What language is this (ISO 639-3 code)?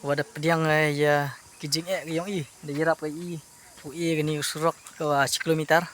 kha